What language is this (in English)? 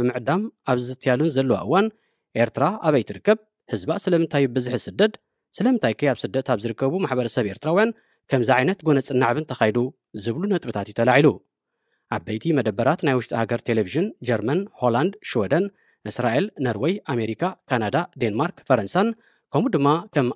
Tigrinya